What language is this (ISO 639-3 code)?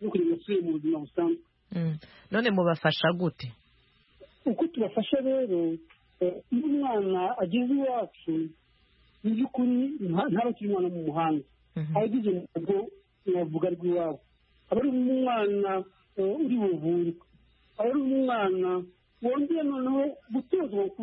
kin